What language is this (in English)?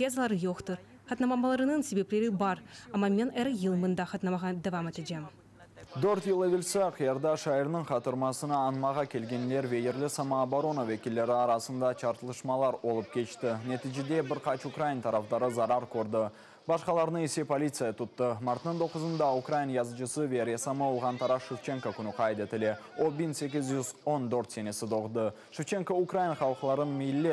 Crimean Tatar